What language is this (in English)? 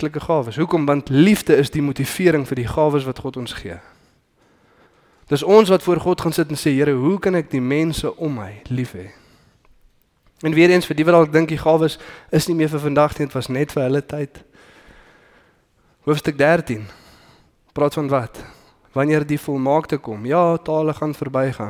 Afrikaans